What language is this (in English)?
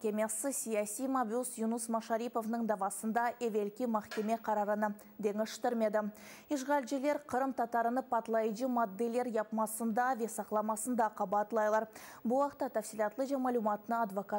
Crimean Tatar